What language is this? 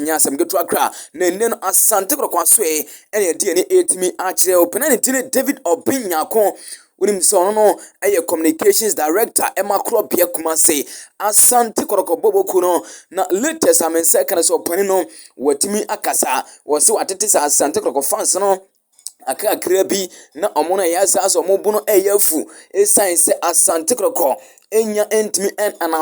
Akan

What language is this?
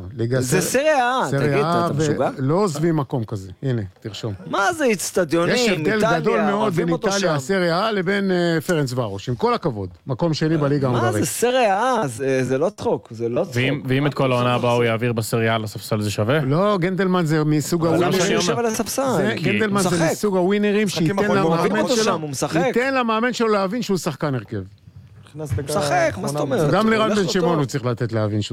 Hebrew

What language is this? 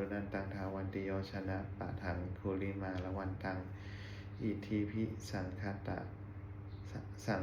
Pali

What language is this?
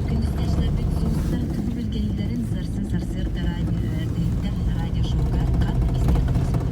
Yakut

